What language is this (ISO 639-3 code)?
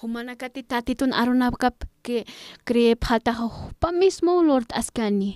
aym